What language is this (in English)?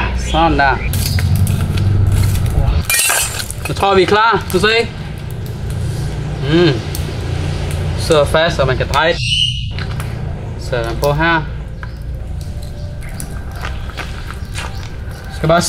Danish